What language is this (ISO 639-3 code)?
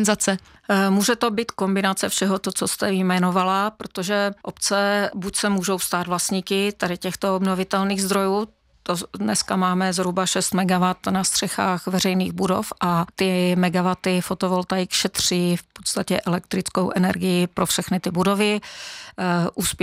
ces